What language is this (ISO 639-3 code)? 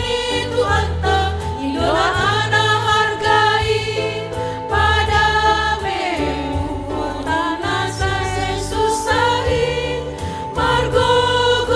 bts